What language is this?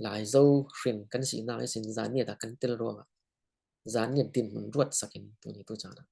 Falam Chin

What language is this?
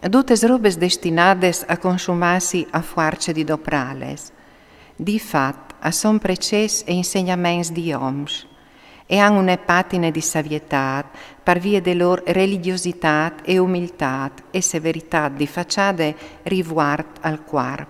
Friulian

